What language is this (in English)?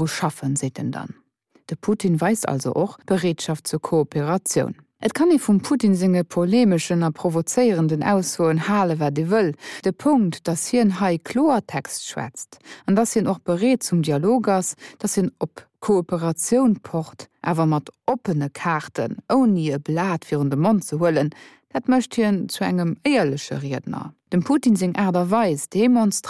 Luxembourgish